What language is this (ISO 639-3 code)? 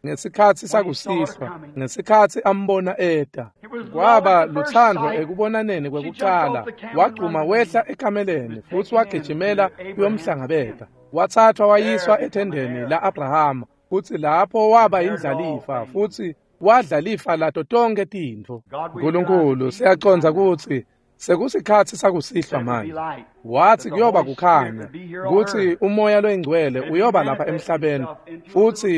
ssw